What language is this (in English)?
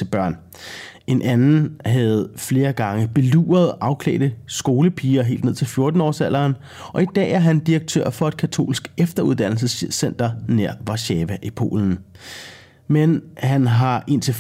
Danish